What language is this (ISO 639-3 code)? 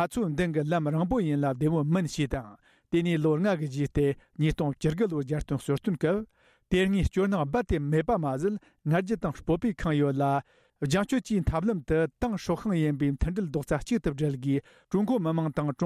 bod